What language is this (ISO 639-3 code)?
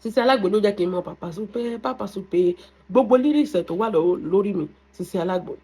yor